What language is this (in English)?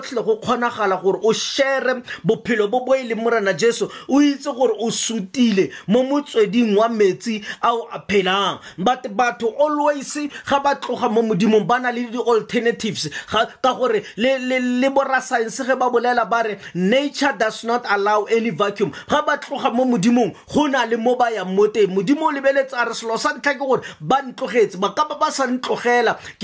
Tswana